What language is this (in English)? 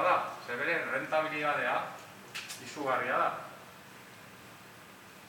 Basque